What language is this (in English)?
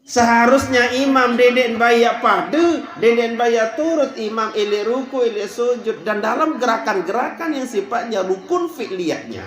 Sasak